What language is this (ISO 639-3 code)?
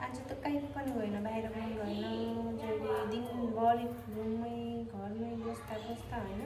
nep